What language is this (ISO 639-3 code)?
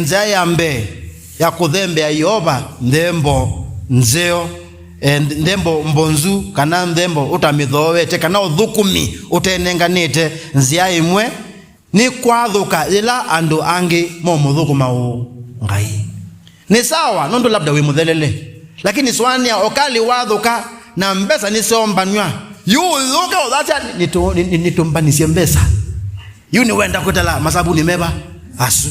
kam